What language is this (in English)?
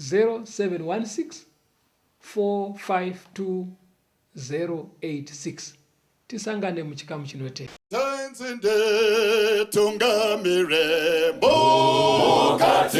Shona